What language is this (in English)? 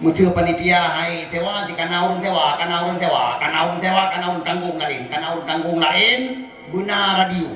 Achinese